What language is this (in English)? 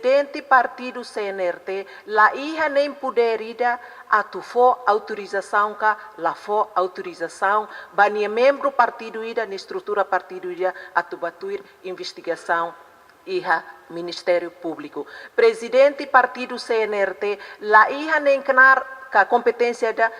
Tetum